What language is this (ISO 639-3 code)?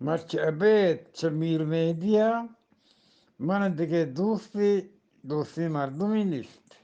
bgp